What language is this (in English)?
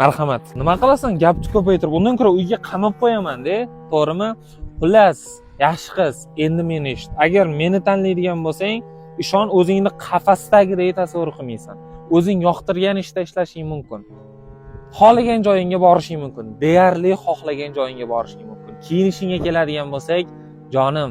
Uzbek